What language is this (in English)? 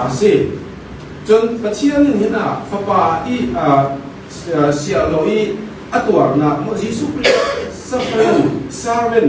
Falam Chin